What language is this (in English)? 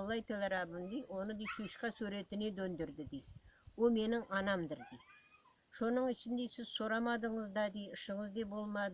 Crimean Tatar